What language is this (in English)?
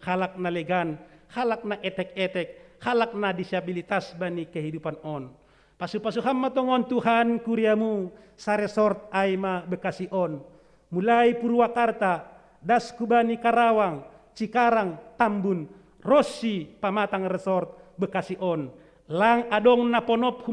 Batak Simalungun